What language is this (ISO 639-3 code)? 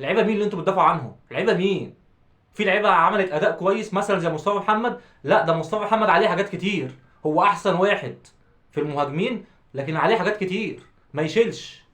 arz